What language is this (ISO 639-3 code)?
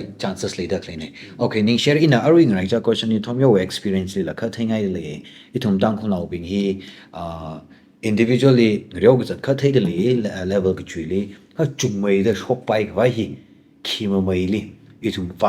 nmf